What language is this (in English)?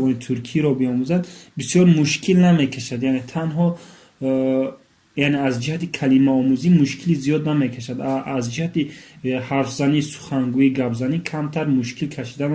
Tajik